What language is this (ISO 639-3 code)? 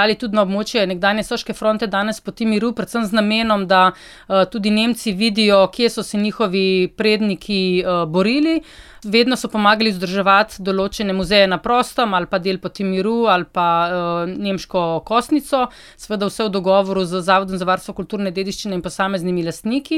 slv